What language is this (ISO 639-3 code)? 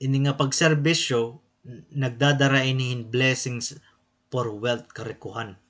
war